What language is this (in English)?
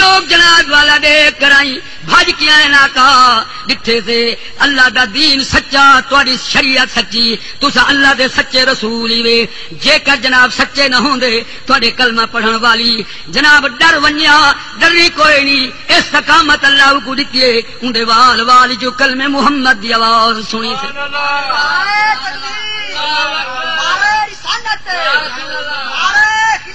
Saraiki